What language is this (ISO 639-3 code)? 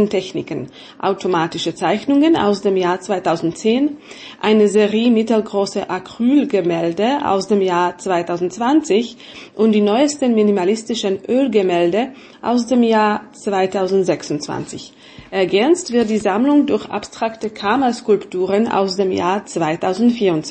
deu